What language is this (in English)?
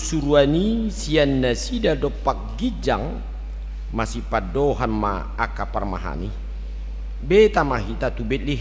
Batak Toba